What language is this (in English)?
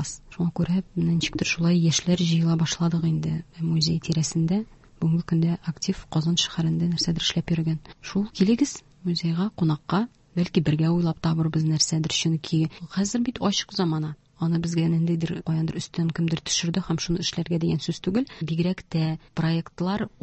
Tatar